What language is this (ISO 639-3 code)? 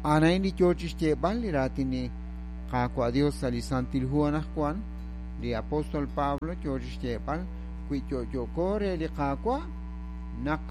kek